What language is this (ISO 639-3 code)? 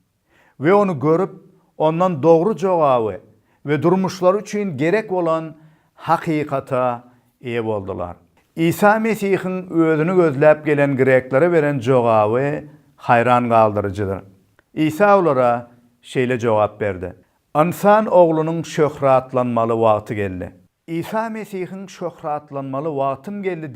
tuk